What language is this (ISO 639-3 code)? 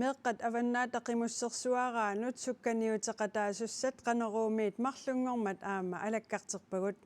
kal